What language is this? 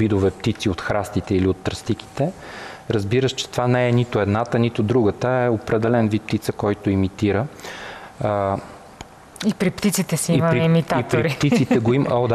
Bulgarian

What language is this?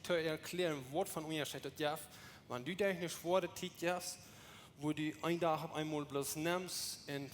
Plautdietsch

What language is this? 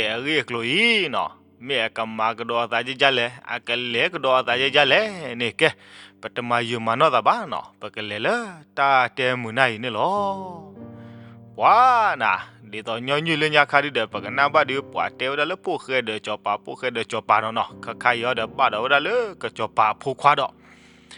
S'gaw Karen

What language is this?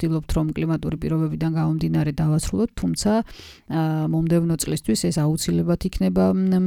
Georgian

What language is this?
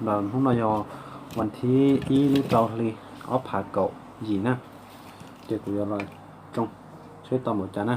Hmong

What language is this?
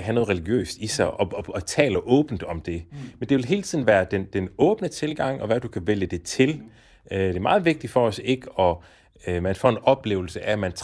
Danish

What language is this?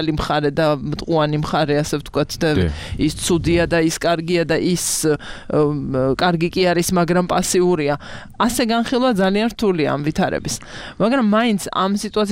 Georgian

